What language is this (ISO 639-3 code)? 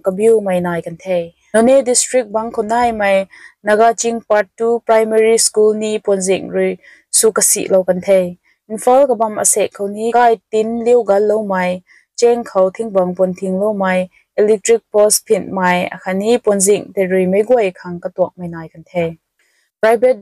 nbu